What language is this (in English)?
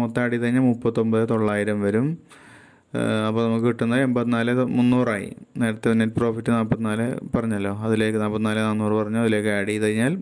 Malayalam